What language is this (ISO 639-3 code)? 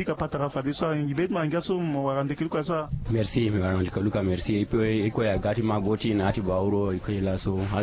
sag